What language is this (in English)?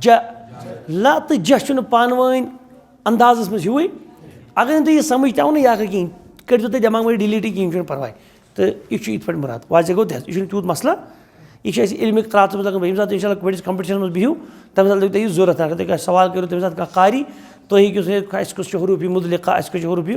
Kashmiri